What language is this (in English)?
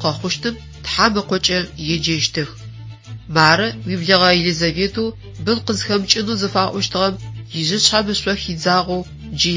Adyghe